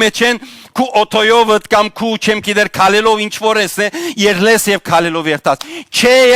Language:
Western Armenian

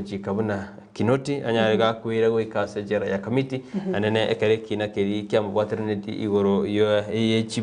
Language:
Gusii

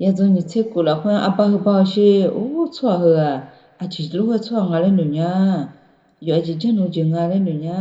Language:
Akha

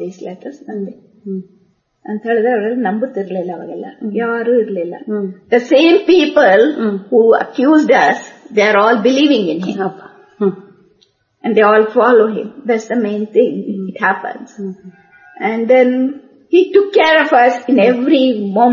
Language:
Kannada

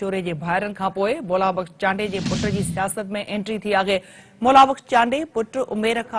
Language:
Sindhi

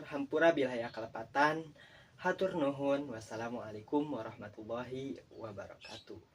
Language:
Sundanese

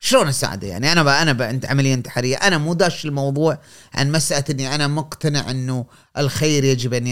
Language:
Gulf Arabic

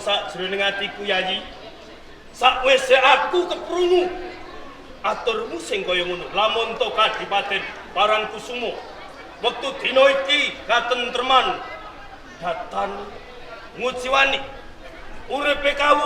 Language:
Javanese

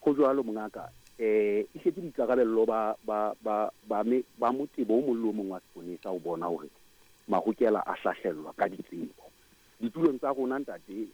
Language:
Southern Sotho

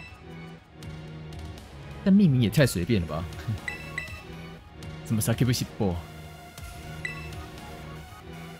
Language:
Chinese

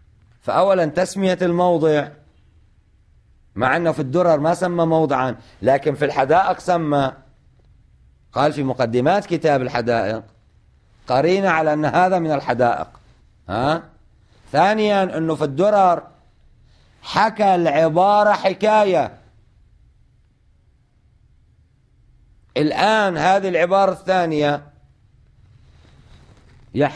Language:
Arabic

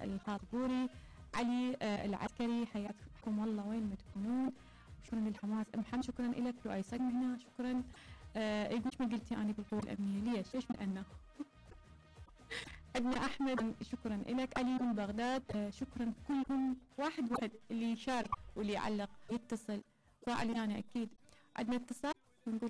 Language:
Mesopotamian Arabic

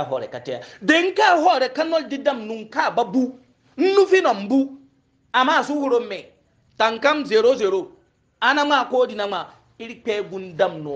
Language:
Hausa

